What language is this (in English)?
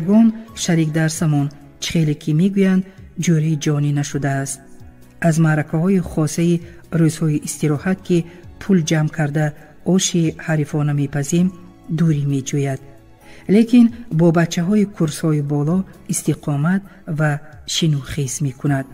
Tajik